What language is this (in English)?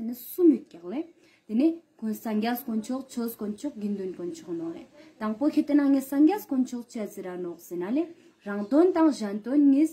Ladakhi